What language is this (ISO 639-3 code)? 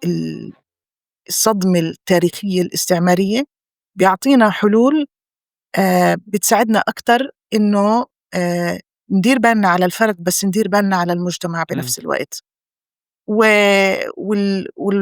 apc